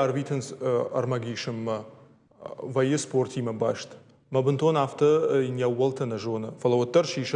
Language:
Ossetic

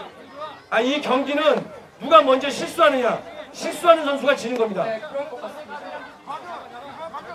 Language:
Korean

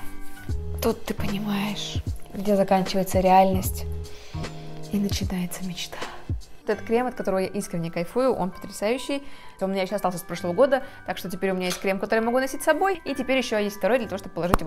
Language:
Russian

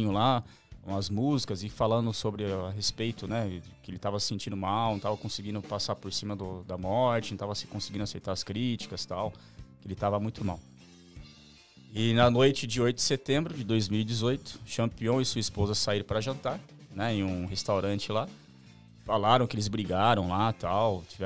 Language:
Portuguese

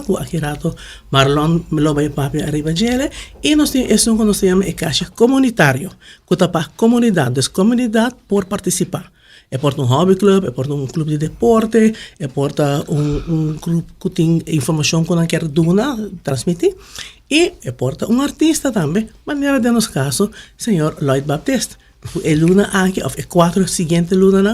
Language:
Papiamento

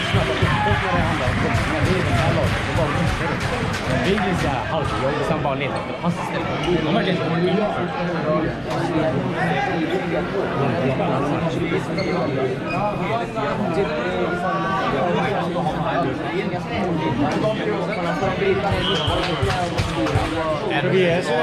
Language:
Swedish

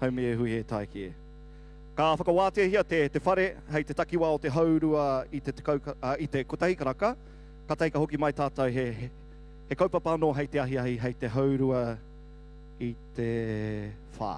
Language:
Māori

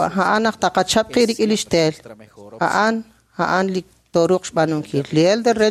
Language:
Kekchí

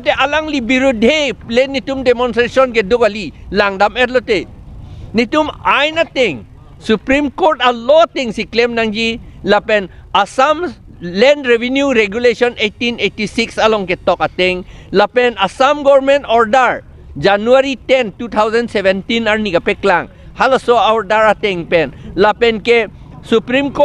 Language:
Karbi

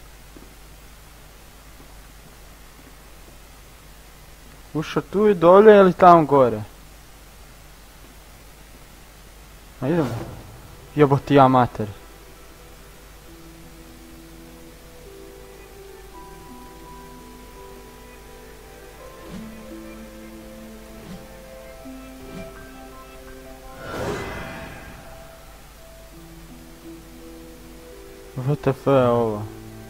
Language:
Croatian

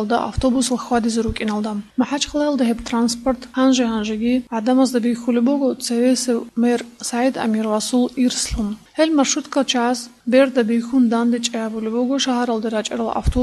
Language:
Avaric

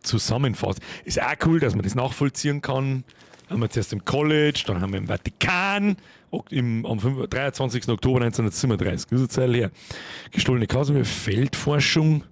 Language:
Bavarian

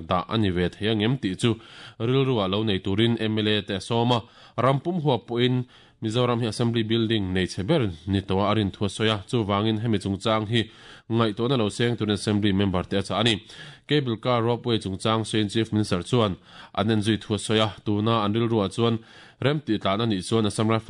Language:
Mizo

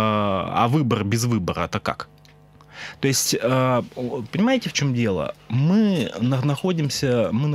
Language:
Russian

